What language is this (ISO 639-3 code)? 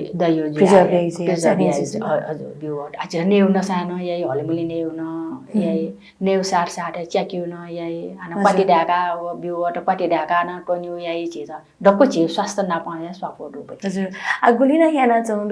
new